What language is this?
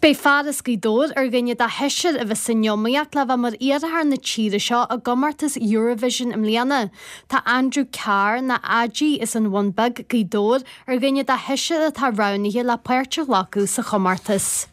Irish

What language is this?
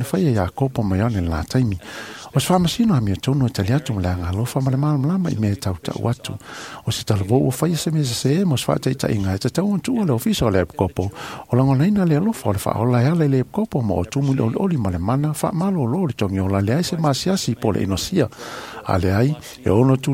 Samoan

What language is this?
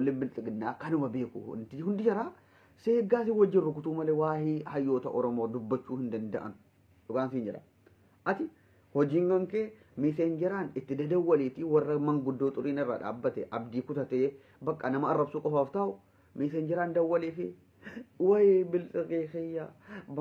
Oromo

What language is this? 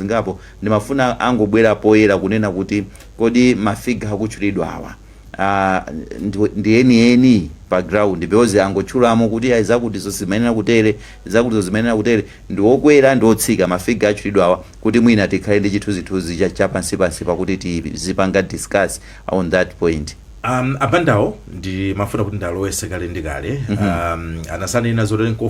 Nyanja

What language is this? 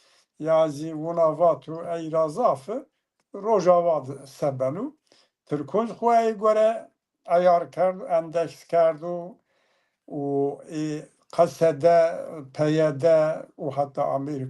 Zaza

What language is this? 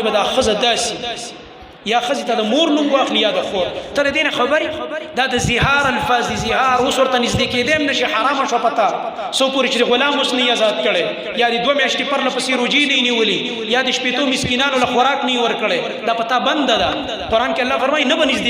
Pashto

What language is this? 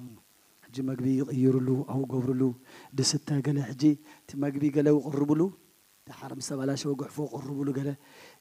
Tigrinya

